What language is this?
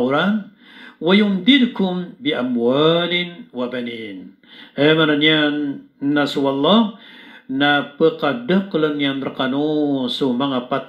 Maranao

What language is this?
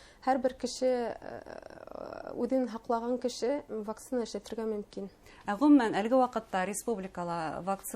Bashkir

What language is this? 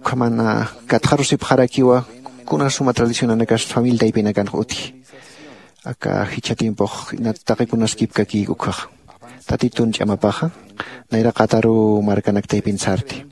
Aymara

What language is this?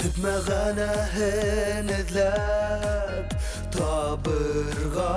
Bashkir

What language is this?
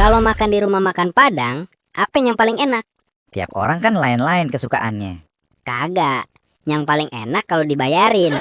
Betawi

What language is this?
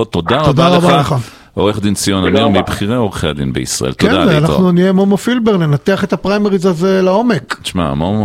Hebrew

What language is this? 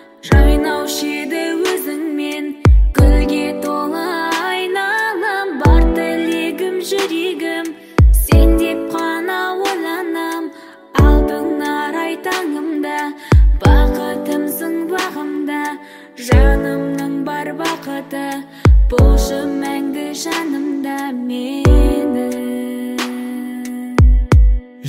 Kazakh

